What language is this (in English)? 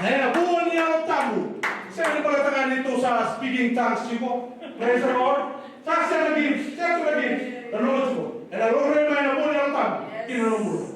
Fijian